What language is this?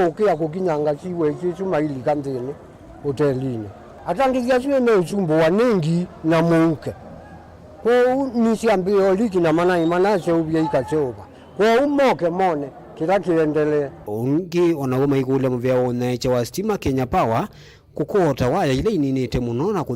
Kamba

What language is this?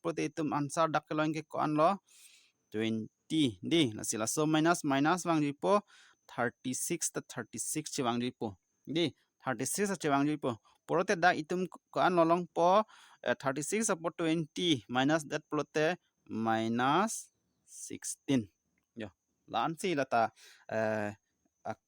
Karbi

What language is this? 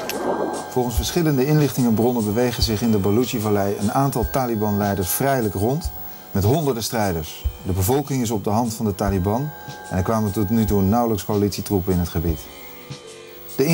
Dutch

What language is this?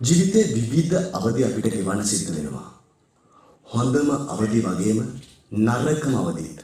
Sinhala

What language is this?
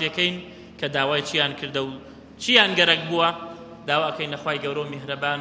Central Kurdish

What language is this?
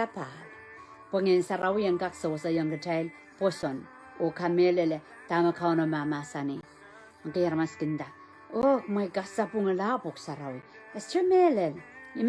Pohnpeian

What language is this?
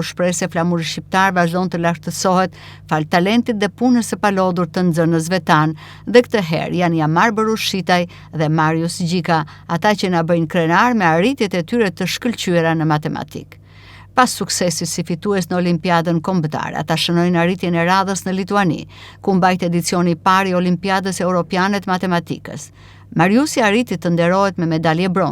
Albanian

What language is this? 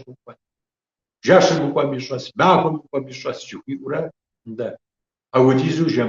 Kabardian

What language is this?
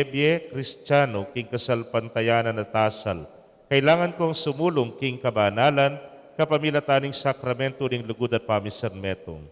Pampanga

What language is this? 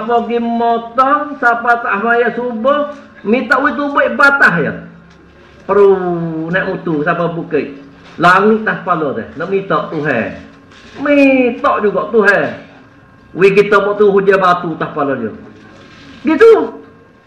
Malay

